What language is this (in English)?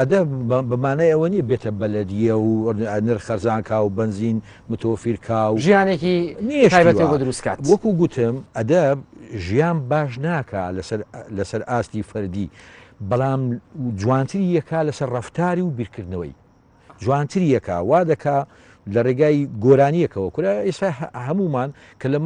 Central Kurdish